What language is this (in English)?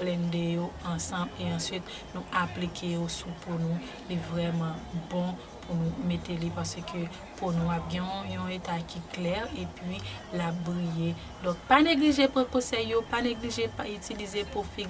Haitian Creole